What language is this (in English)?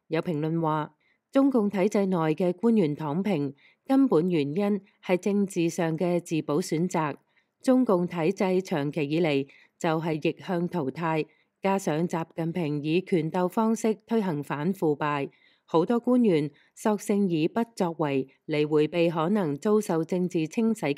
Cantonese